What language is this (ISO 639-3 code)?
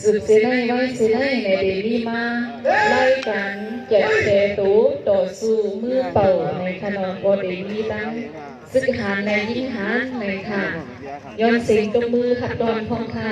shn